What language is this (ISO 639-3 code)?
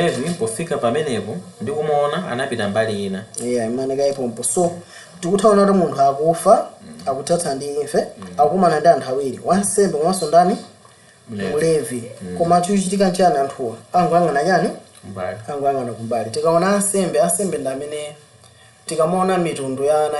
nya